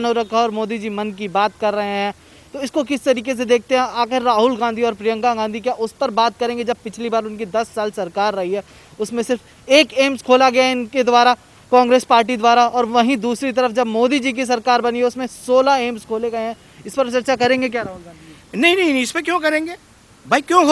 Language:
Hindi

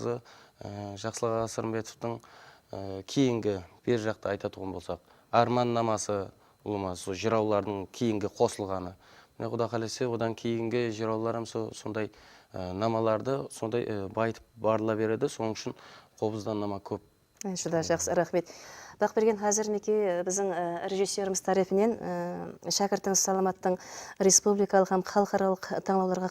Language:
Kara-Kalpak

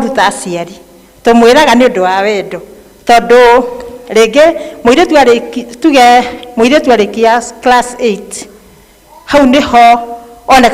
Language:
Kikuyu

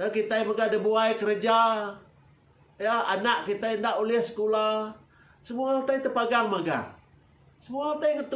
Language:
Iban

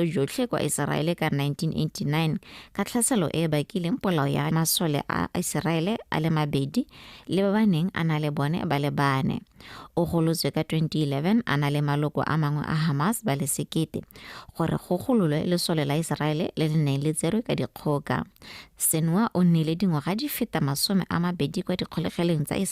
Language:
Tswana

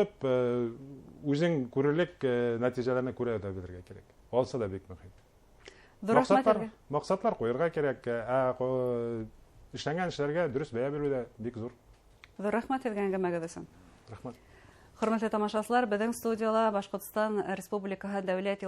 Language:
Bashkir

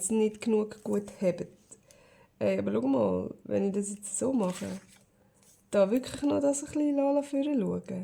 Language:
Swiss German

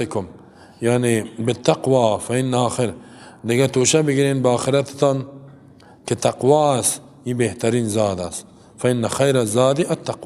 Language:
Persian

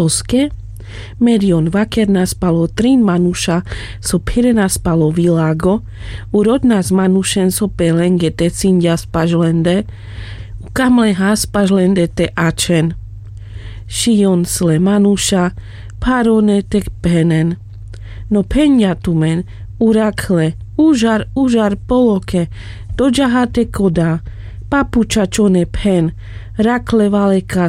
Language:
Carpathian Romani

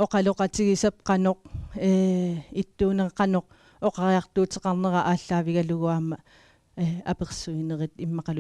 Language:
Kalaallisut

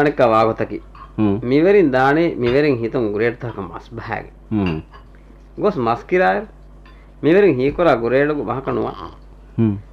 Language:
Divehi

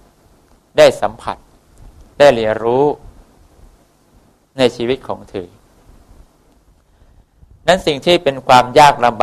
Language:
Thai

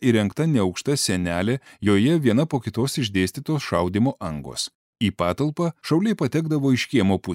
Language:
Lithuanian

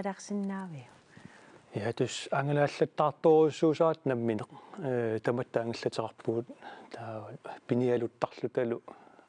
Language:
Kalaallisut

